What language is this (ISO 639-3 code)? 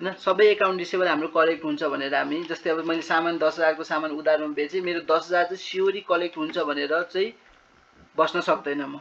nep